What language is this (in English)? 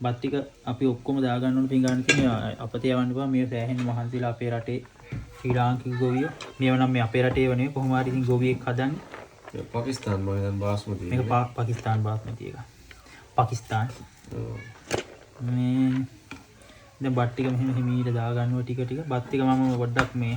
Sinhala